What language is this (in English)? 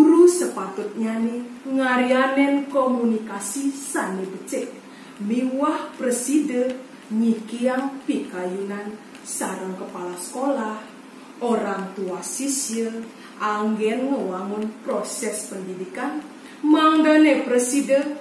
Balinese